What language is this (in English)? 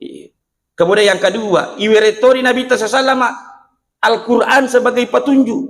Buginese